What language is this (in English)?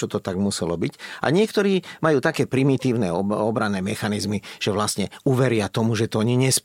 Slovak